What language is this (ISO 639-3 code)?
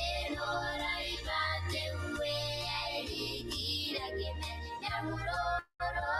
gil